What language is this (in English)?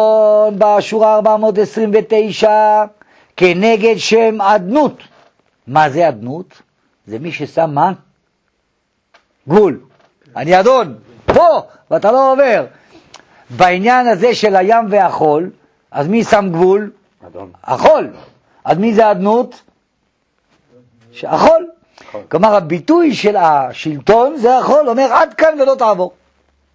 Hebrew